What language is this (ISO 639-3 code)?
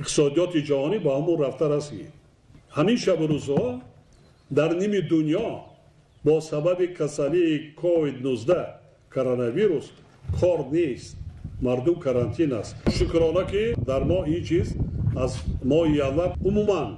tgk